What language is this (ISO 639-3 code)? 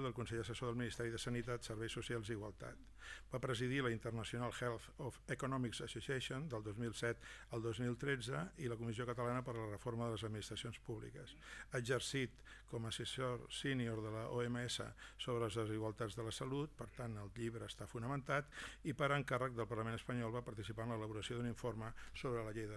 cat